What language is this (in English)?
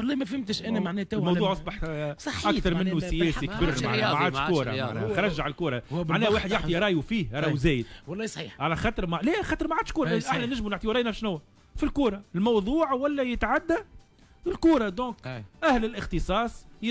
Tunisian Arabic